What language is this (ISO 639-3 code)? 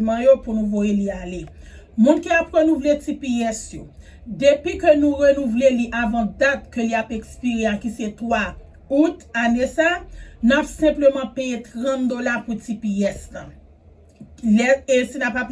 hat